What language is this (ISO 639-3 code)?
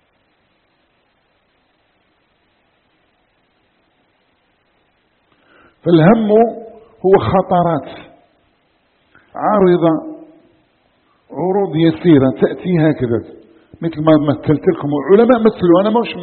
ara